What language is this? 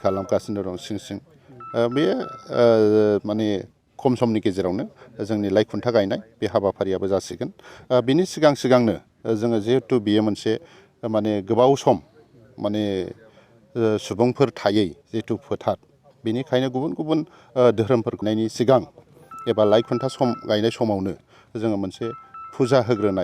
Bodo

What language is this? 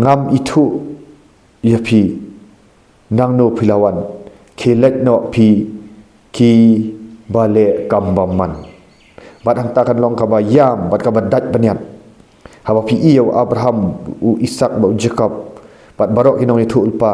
Khasi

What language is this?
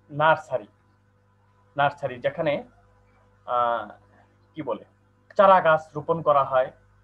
Bangla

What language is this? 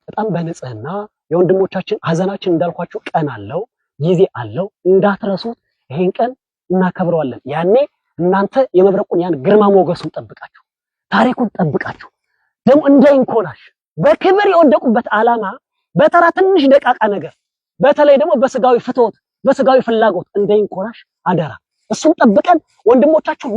Amharic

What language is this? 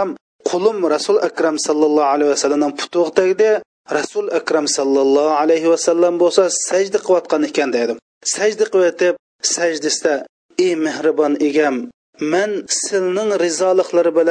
Uyghur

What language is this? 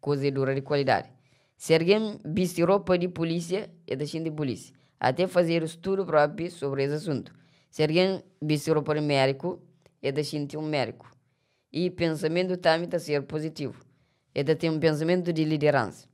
Kabuverdianu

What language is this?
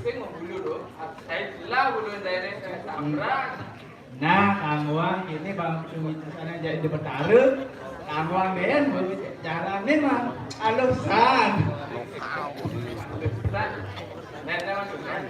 Balinese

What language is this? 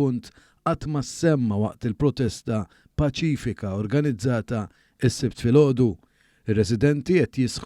Maltese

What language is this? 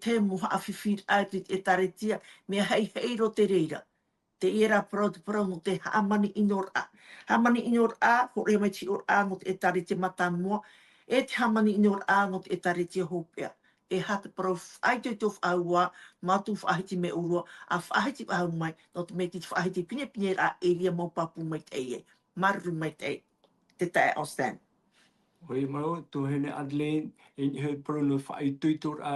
Tahitian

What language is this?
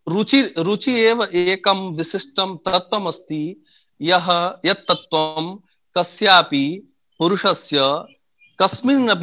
Sanskrit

